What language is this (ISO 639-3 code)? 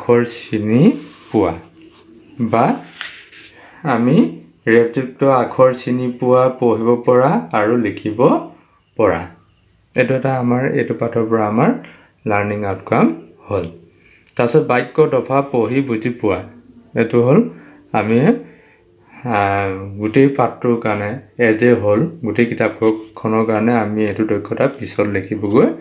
asm